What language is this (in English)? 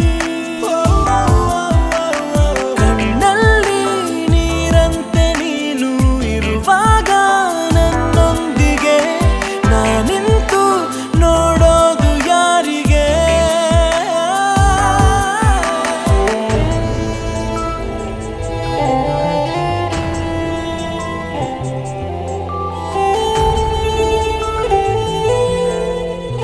Kannada